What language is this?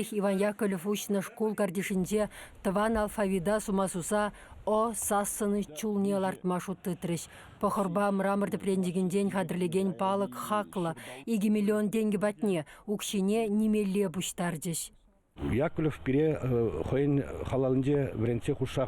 Chuvash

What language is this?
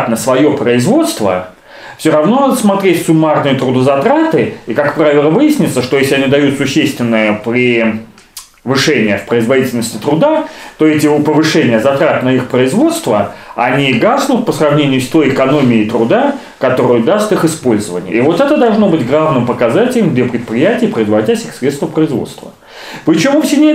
Russian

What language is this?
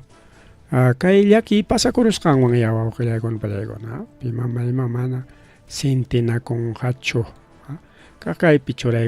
Ayacucho Quechua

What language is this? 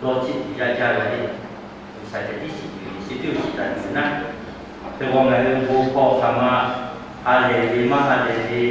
Lahu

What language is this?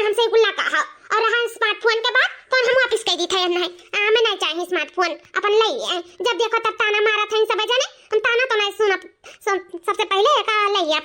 Awadhi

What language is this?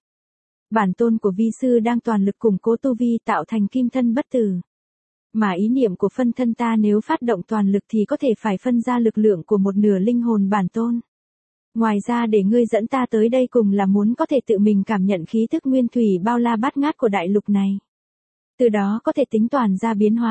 Vietnamese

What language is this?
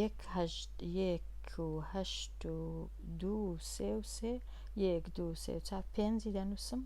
Central Kurdish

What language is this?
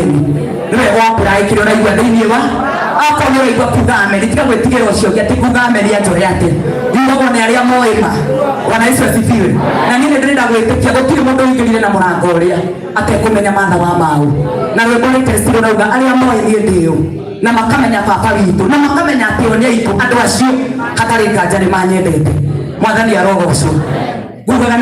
Kikuyu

